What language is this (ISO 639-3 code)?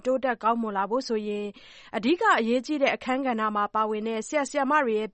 mya